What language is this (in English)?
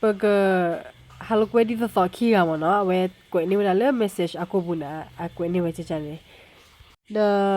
S'gaw Karen